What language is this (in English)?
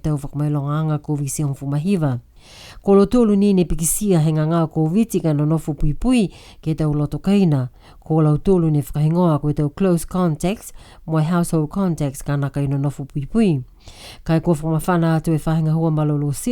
Niuean